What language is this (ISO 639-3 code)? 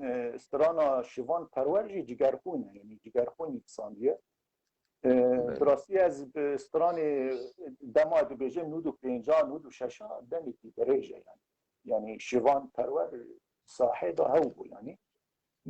kur